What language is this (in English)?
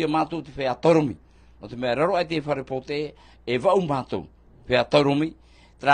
Tahitian